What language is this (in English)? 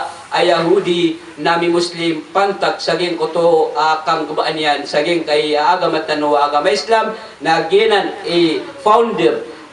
Maranao